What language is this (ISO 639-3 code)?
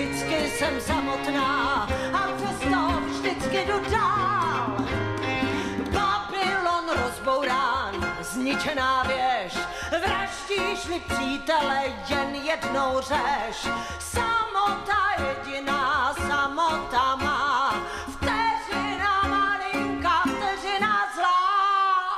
ces